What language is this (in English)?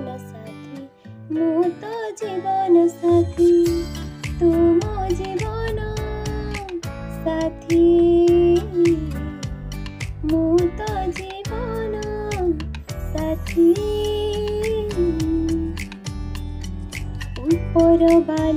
Odia